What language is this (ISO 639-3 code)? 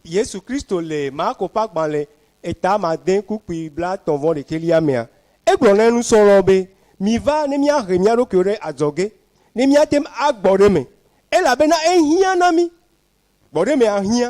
ewe